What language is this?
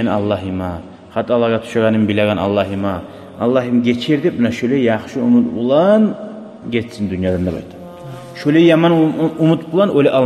Kumyk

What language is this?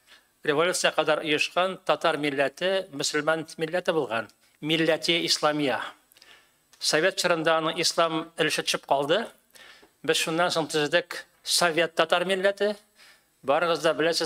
Tatar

